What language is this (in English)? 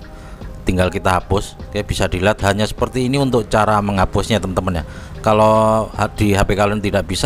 Indonesian